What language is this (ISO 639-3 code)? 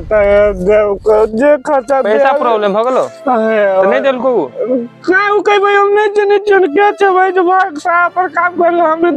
mai